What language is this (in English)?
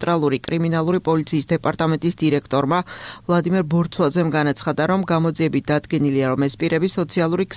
Georgian